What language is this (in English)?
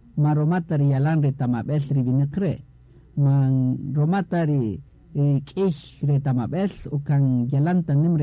Kaqchikel